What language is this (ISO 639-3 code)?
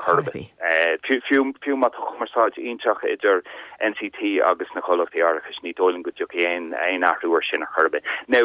gle